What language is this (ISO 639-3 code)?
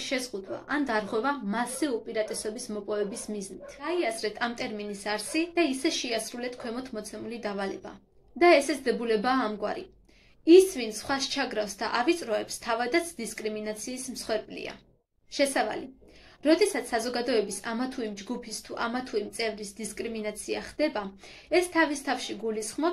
kat